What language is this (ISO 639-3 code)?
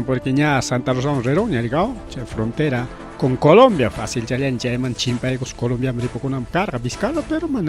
quy